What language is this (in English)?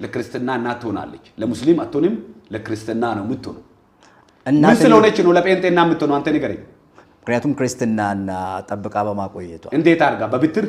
Amharic